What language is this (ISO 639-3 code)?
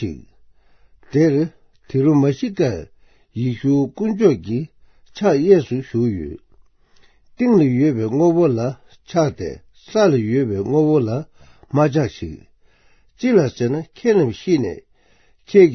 bod